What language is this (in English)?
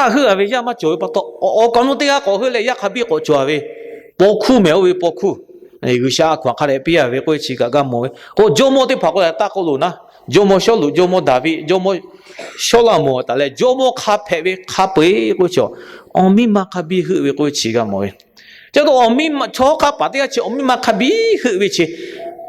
Lahu